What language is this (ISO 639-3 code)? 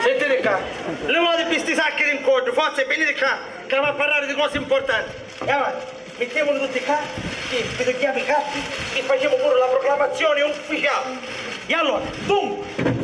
scn